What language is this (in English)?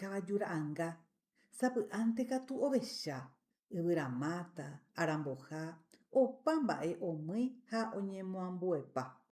Guarani